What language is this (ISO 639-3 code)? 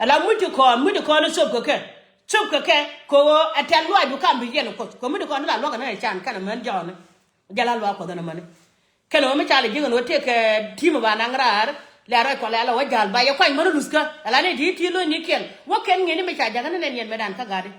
nus